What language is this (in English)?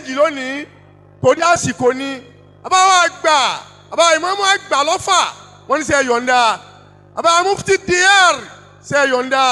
Yoruba